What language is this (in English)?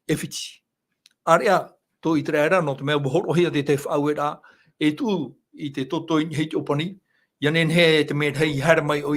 Tahitian